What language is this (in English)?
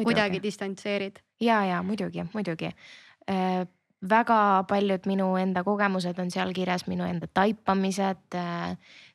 Estonian